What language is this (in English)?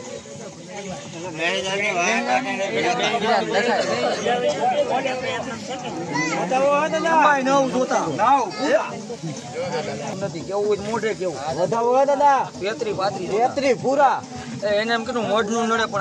Gujarati